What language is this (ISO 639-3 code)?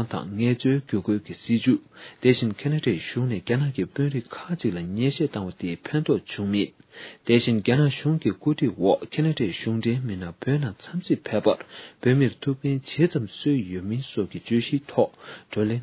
bod